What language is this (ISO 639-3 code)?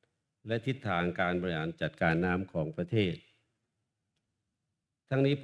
tha